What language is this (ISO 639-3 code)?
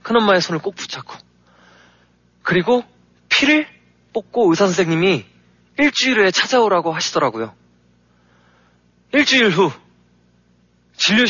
kor